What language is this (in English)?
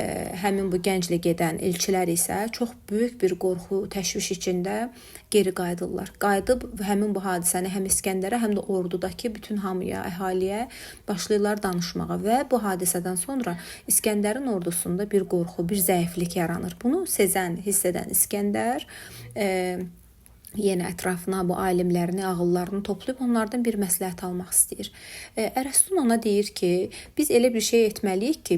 Azerbaijani